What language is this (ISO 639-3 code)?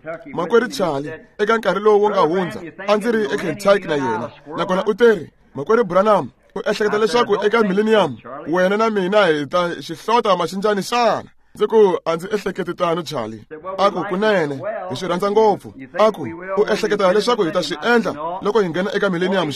tso